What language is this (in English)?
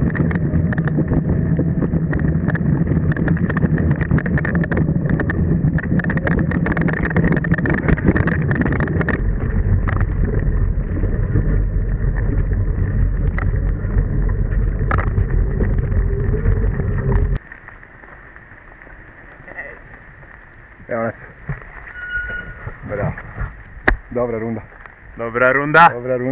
Croatian